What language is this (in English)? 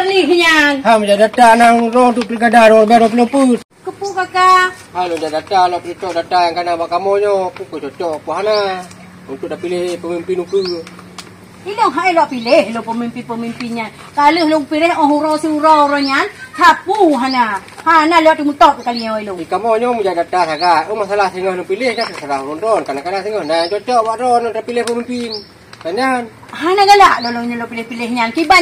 Achinese